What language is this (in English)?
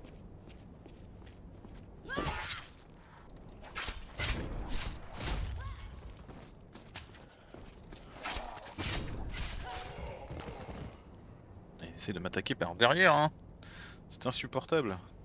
French